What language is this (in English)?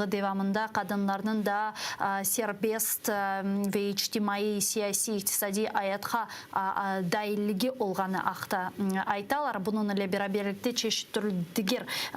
Crimean Tatar